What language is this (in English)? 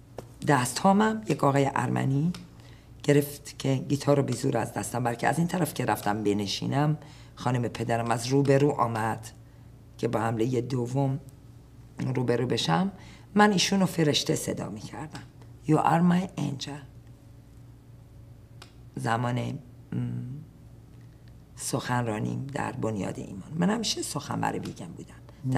Persian